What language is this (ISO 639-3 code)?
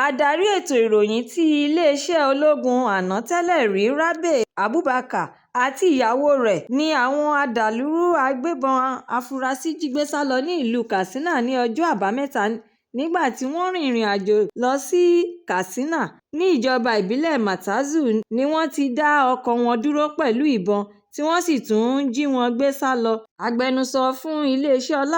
yor